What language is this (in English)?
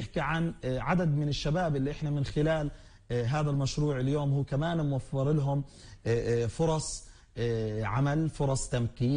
North Levantine Arabic